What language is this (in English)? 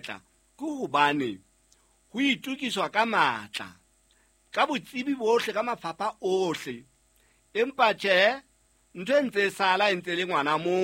Southern Sotho